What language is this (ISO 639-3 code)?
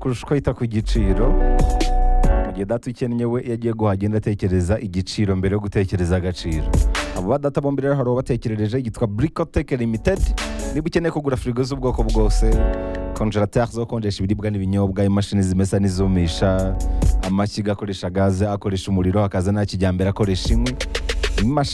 kin